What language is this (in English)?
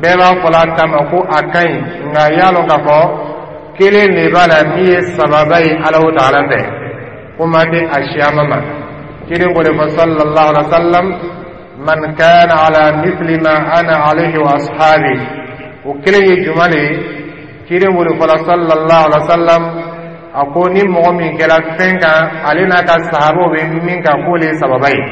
Dyula